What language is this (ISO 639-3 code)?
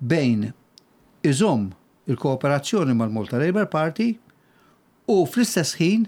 mlt